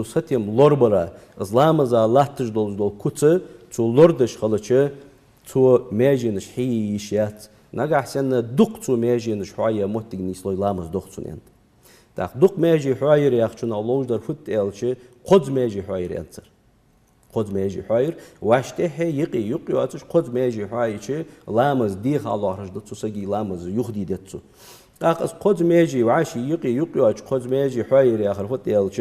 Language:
Ingush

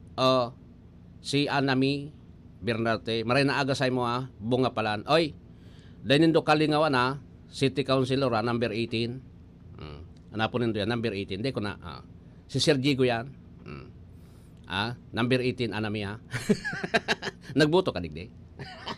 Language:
Bikol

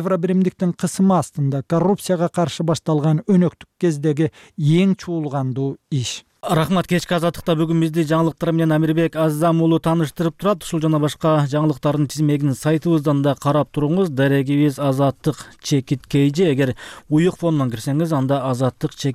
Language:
Kyrgyz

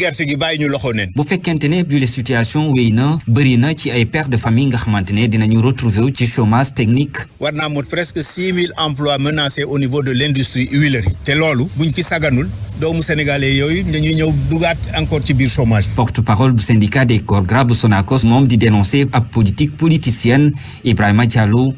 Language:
Wolof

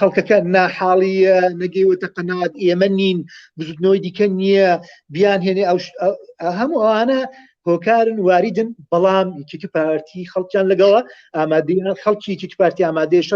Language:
Central Kurdish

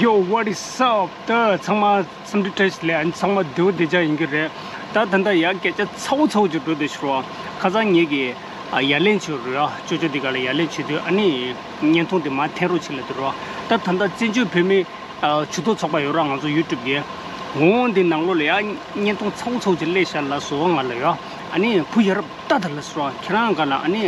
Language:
Tibetan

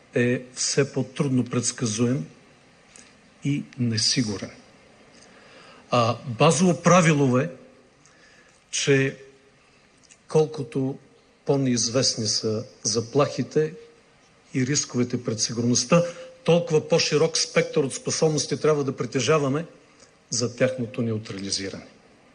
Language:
Bulgarian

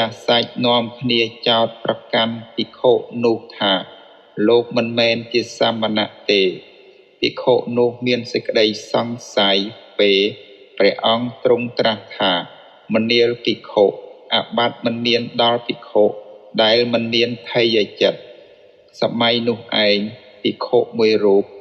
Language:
Khmer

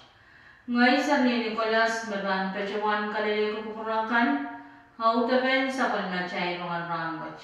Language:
Pohnpeian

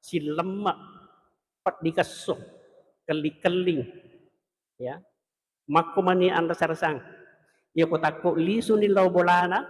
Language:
Buginese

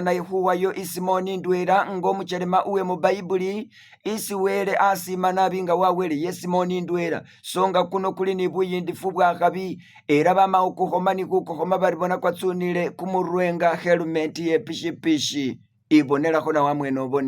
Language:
Masaaba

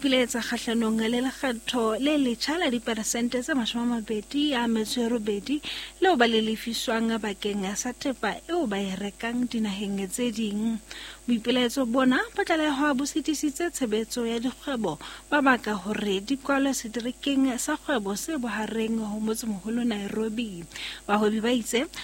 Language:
Southern Sotho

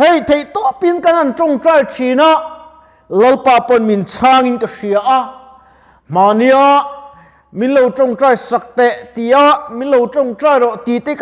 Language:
Mizo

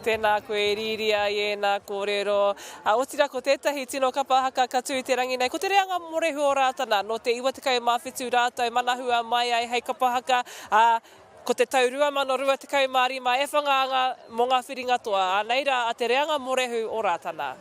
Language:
Māori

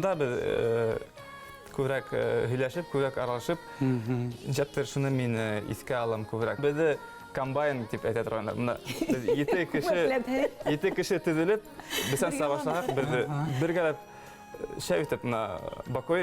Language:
Bashkir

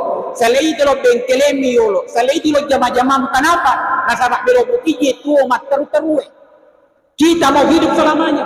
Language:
Buginese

